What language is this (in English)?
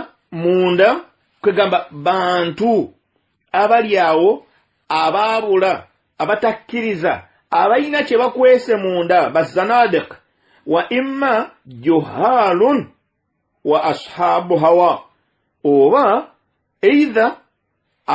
Ganda